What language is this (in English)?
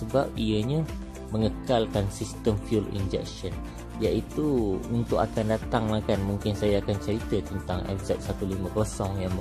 Malay